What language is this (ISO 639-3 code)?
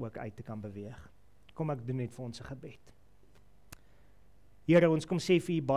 afr